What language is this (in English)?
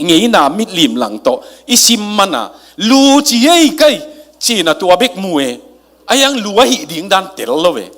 Tedim Chin